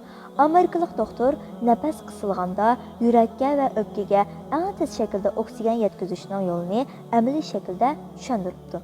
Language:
Uyghur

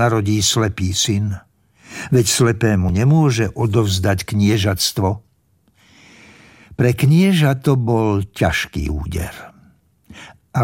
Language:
Slovak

